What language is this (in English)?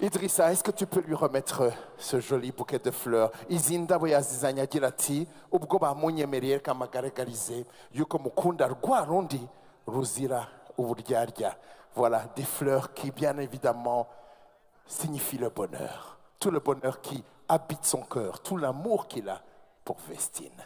Kinyarwanda